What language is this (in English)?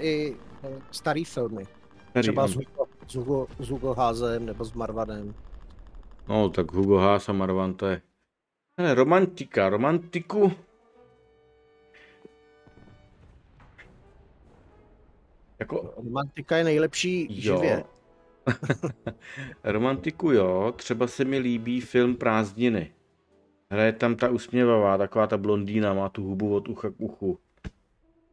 Czech